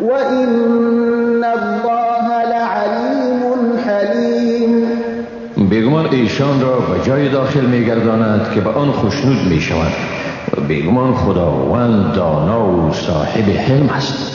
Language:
Persian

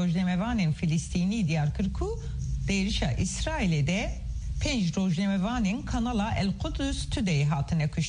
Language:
Kurdish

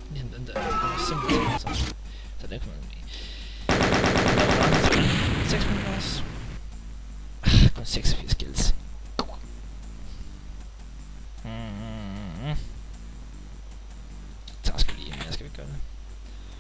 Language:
Danish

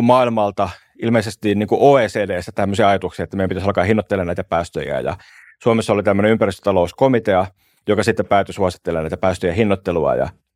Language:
Finnish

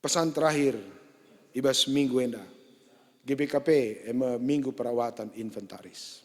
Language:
Batak Karo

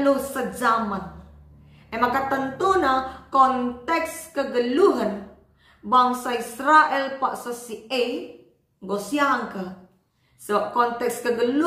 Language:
Batak Karo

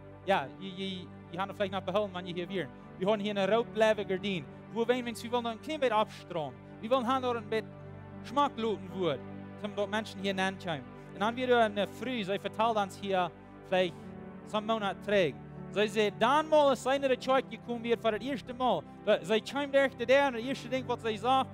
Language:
Plautdietsch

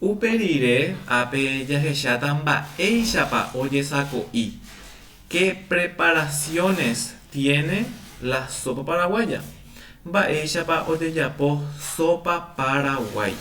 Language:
Guarani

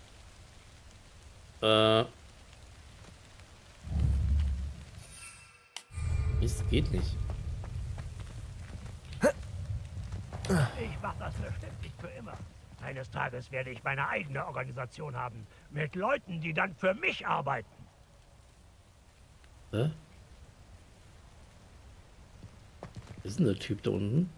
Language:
German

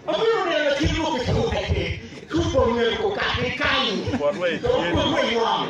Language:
Acoli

